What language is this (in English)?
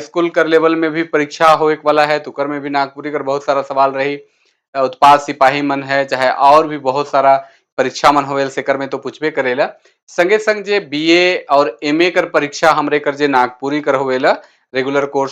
Sadri